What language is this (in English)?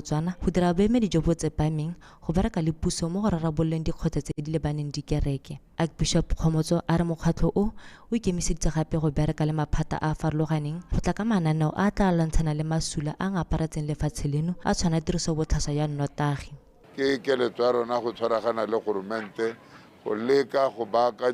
Tswana